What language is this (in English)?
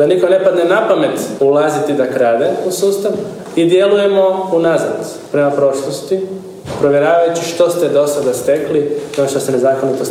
Croatian